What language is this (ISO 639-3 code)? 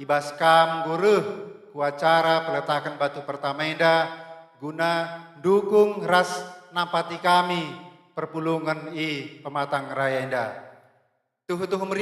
btx